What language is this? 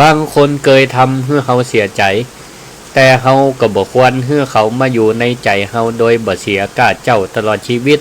Northern Thai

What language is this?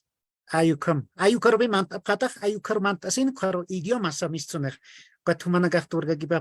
Aymara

